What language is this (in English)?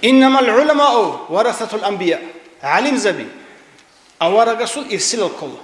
Avaric